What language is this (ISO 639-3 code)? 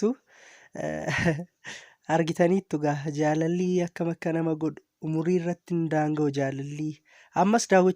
orm